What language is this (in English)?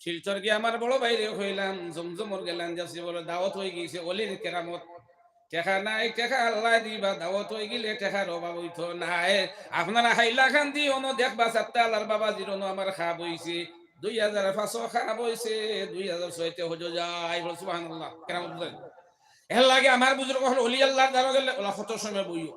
Sylheti